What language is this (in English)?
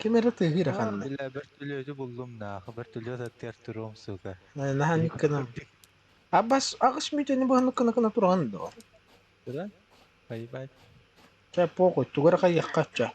Yakut